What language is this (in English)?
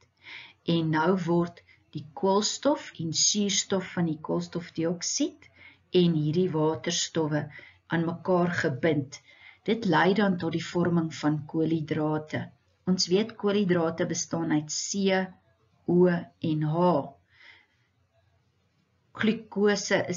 Afrikaans